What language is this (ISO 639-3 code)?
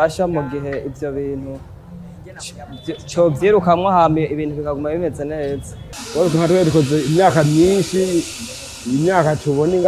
run